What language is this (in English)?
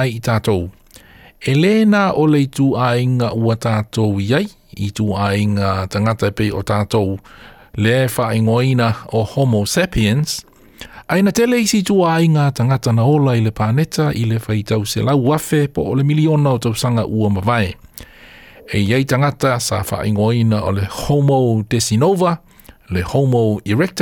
Samoan